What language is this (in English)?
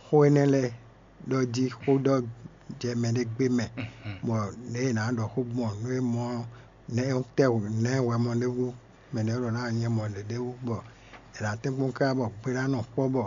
Fon